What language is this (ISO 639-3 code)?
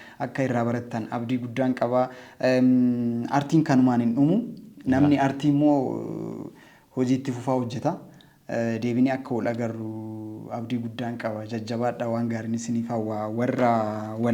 orm